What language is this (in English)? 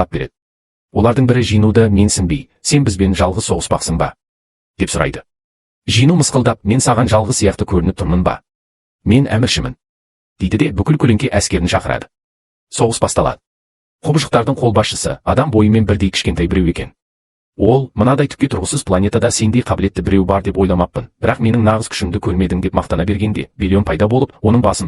Kazakh